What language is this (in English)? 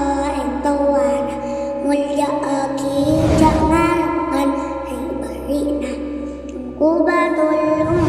Madurese